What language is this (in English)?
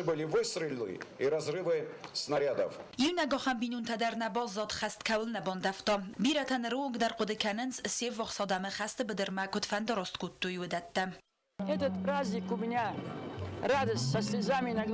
Ossetic